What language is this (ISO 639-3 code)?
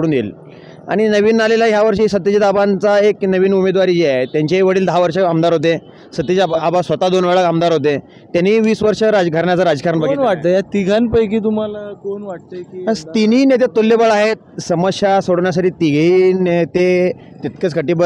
mar